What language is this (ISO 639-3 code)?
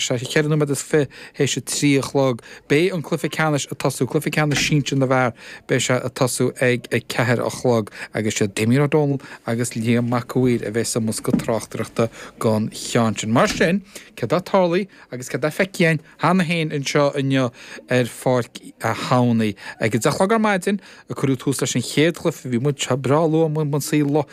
gle